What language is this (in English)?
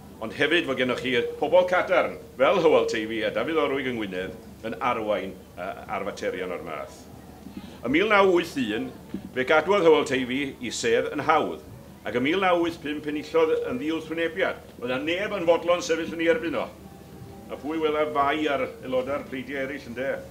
Welsh